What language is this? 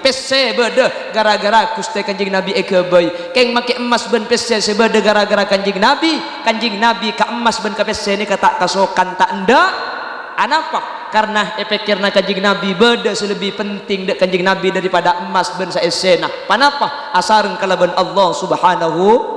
Madurese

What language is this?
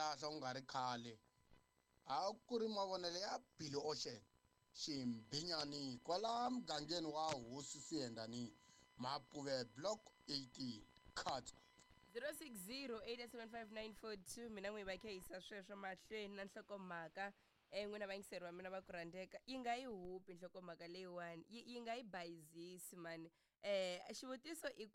Tsonga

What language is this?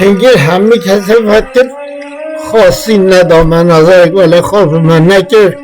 Kurdish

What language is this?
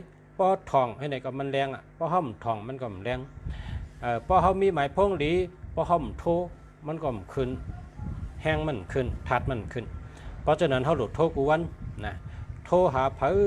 Shan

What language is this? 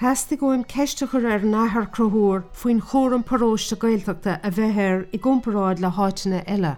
Irish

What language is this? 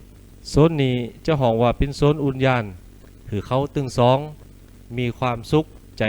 Lü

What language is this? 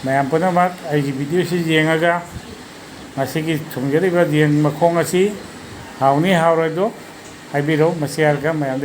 Manipuri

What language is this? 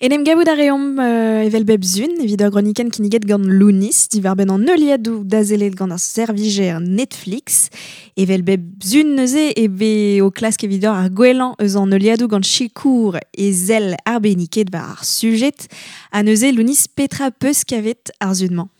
Breton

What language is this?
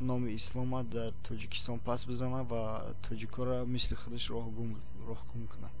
Tajik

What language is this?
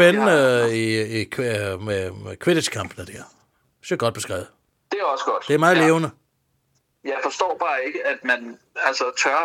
Danish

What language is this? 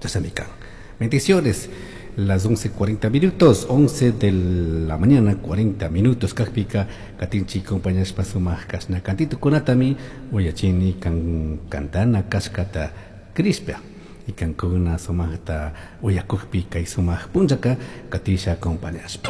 Chimborazo Highland Quichua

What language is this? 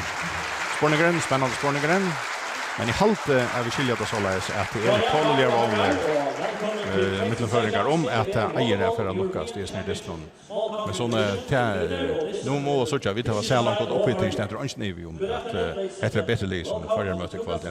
Faroese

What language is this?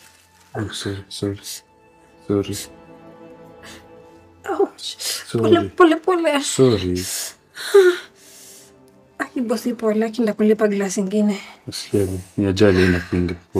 Swahili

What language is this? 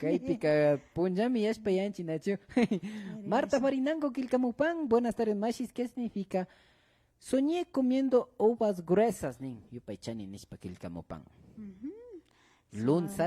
Imbabura Highland Quichua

